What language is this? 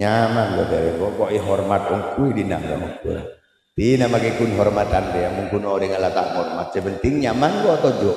Madurese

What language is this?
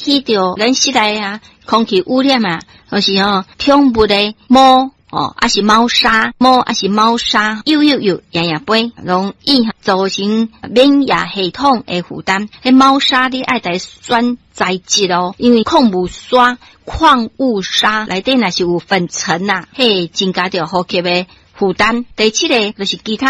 Min Nan Chinese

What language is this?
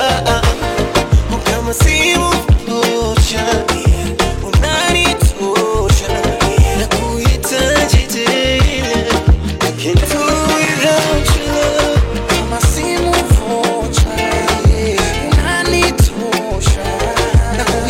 Swahili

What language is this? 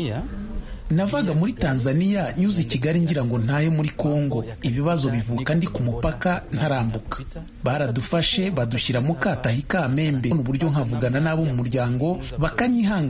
Kinyarwanda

